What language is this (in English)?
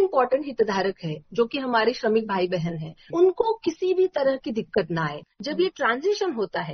Hindi